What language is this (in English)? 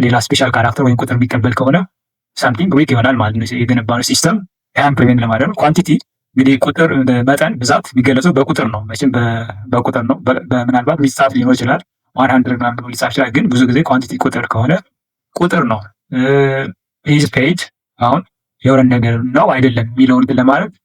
Amharic